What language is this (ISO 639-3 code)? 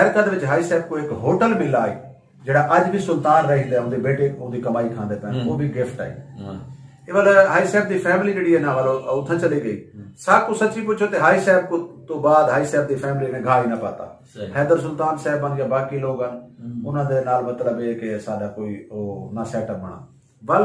skr